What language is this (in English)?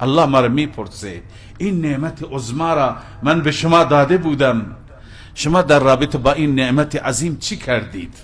Persian